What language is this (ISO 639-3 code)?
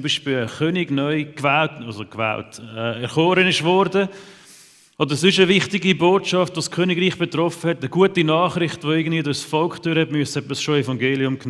gsw